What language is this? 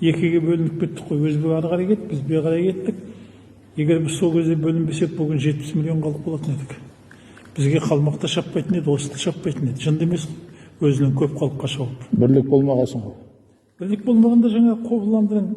Kazakh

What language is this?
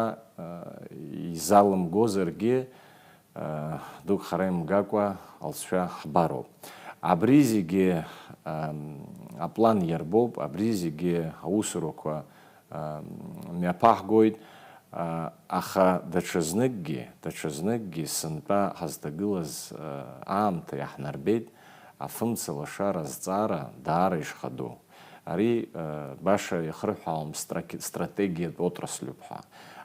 Abkhazian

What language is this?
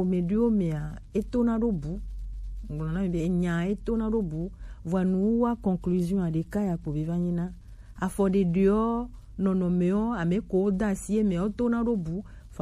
Gen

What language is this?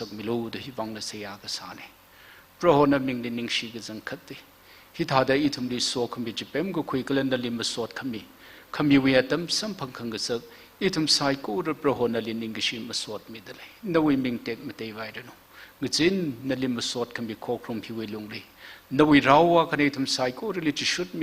Tangkhul Naga (India)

